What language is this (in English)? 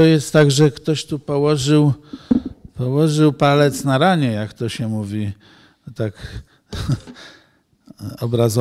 Polish